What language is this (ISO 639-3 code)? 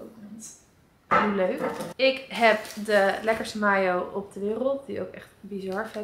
nld